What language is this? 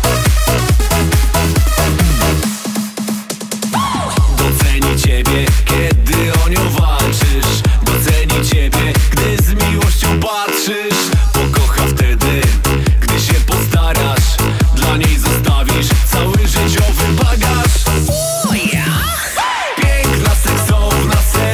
Polish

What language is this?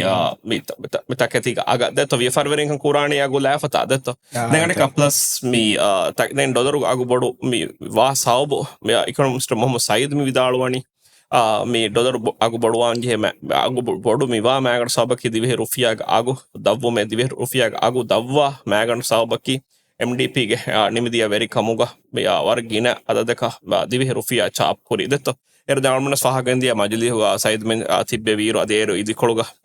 Divehi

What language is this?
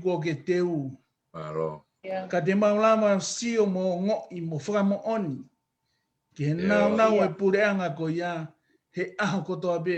Tongan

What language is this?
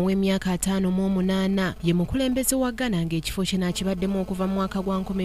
Ganda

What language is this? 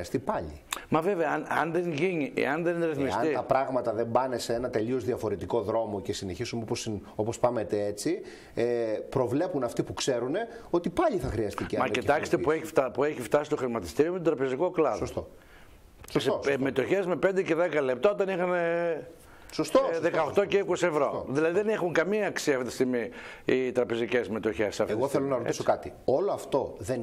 Greek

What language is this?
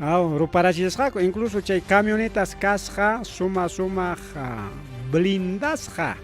Ayacucho Quechua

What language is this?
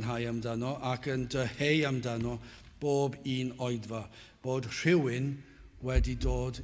Welsh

